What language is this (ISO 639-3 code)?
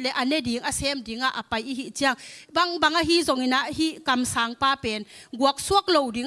ctd